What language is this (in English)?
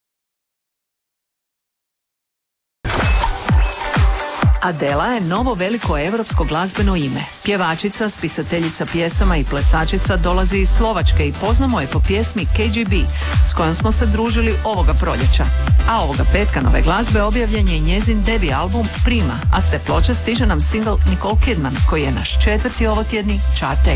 Croatian